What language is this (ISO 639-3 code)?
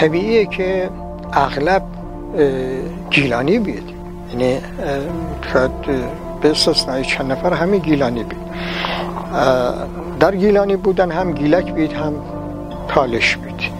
glk